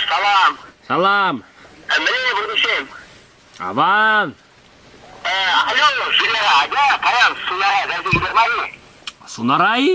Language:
Chuvash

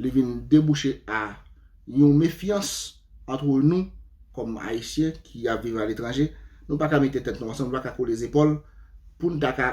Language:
Haitian Creole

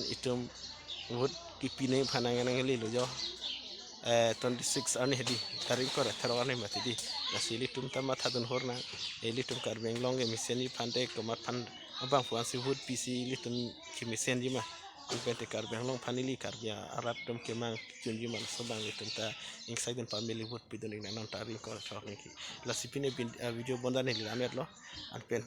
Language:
Karbi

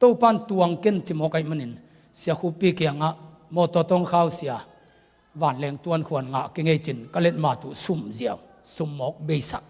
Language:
Tedim Chin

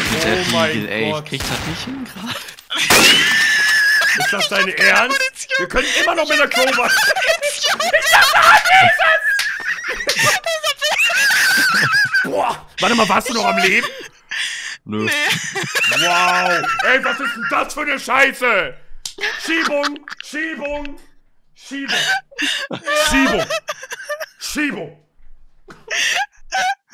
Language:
German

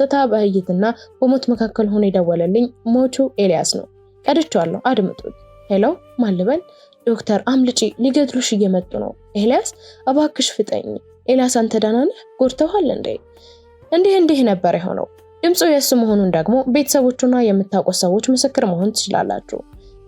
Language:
Amharic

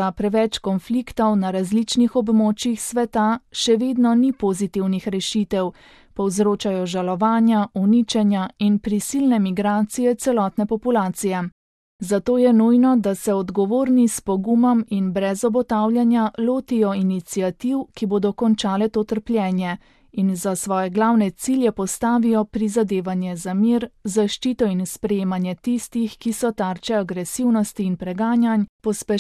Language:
Slovenian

